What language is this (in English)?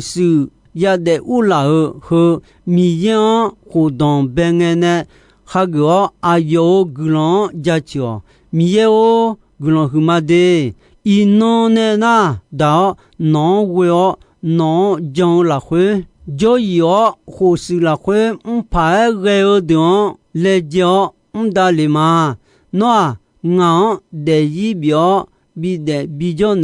Akha